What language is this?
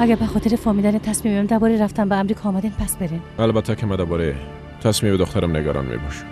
Persian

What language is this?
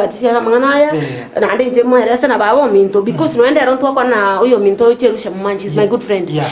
Gusii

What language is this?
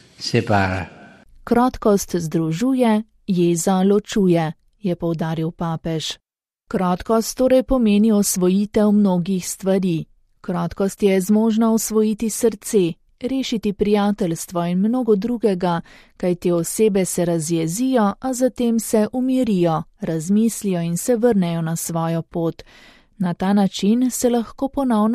Slovenian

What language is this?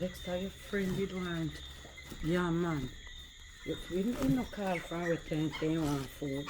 Jamaican Creole English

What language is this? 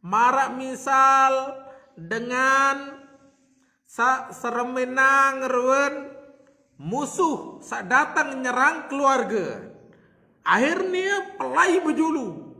Sasak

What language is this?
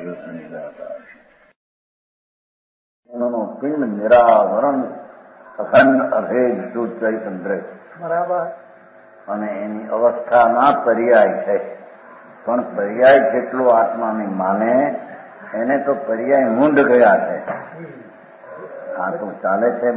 Gujarati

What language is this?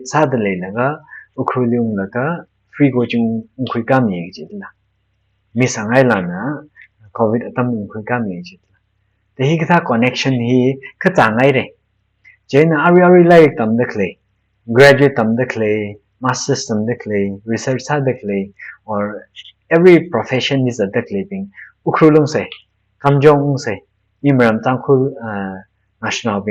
Tangkhul Naga (India)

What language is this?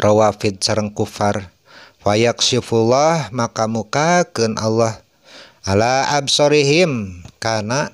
Sundanese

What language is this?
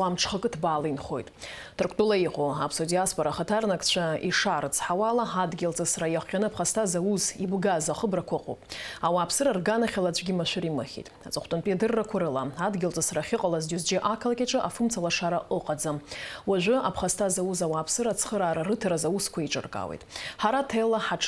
Abkhazian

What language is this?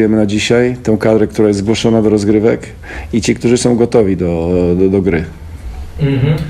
Polish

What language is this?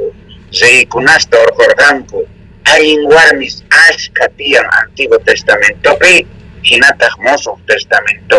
South Bolivian Quechua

